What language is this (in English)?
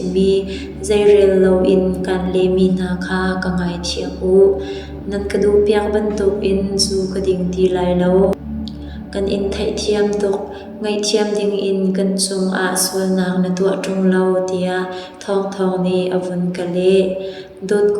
Hakha Chin